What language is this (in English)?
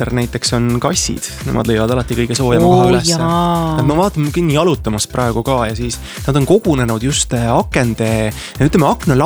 Estonian